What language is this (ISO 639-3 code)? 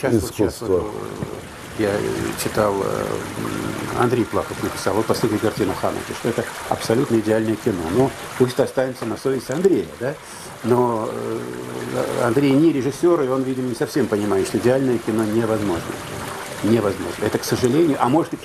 rus